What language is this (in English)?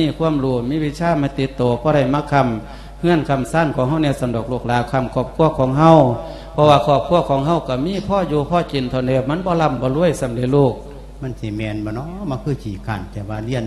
Lao